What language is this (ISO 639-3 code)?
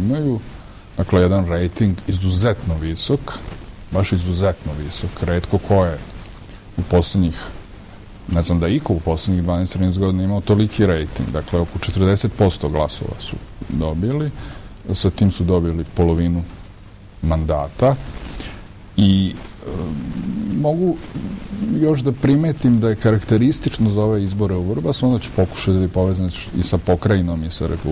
srp